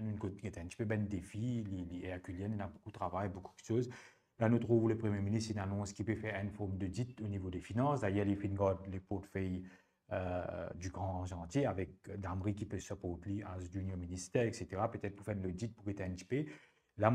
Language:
Morisyen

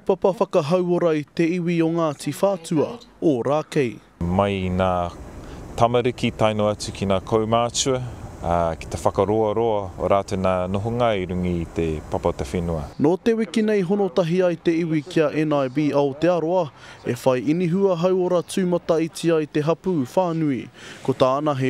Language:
Māori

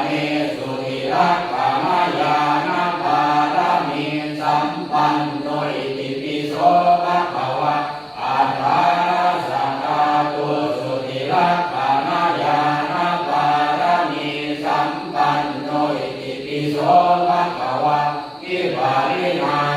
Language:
Pali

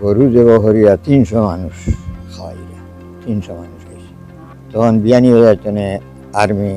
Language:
Sylheti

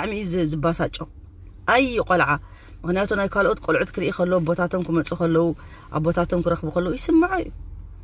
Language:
Tigrinya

